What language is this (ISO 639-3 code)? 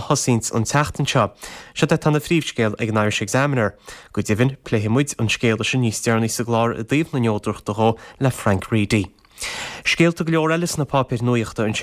gle